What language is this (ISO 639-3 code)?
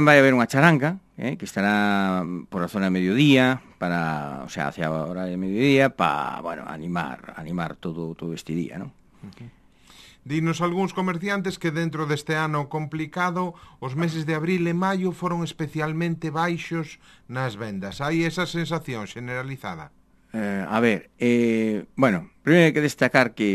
glg